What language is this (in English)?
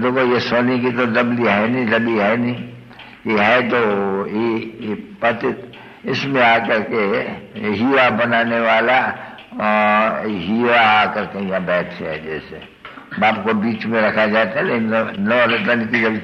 Hindi